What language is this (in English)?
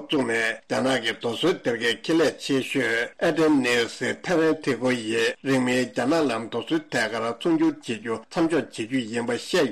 Tibetan